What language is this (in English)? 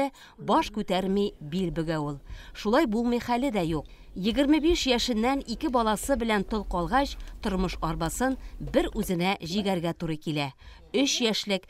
Tatar